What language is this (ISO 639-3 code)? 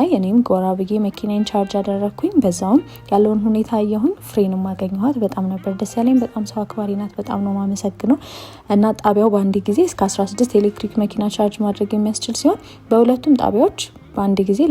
amh